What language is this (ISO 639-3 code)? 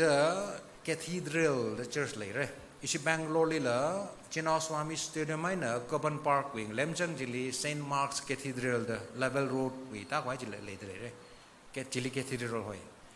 nmf